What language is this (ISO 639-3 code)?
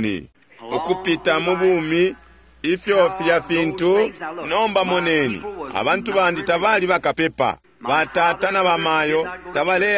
bem